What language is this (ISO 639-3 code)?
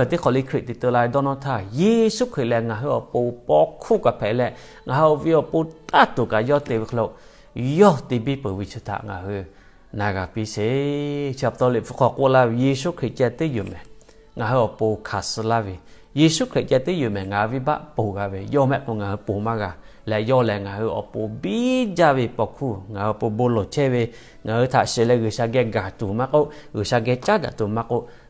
lhu